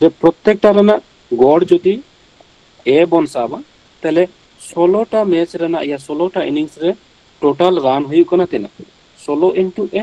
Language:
Santali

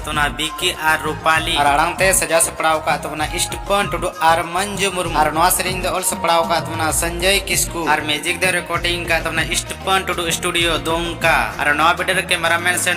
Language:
Santali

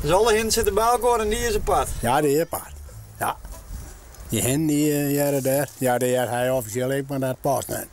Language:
Western Frisian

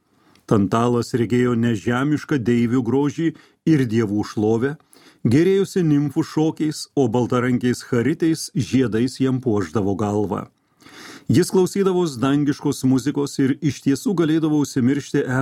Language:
Lithuanian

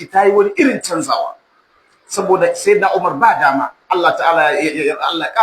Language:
Hausa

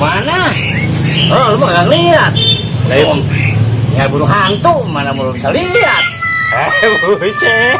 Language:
Betawi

